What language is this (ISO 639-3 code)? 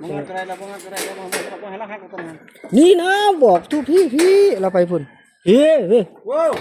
tts